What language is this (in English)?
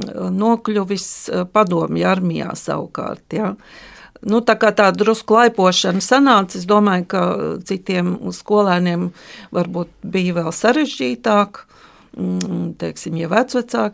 Latvian